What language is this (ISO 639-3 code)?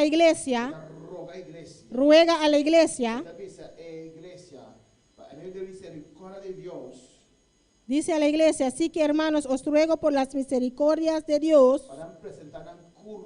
pap